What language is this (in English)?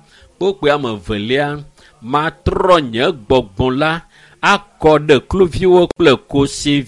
Ewe